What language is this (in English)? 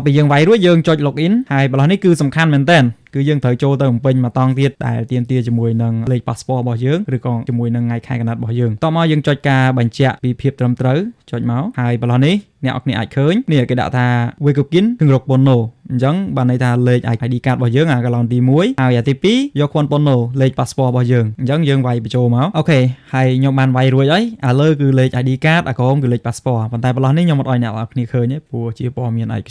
Khmer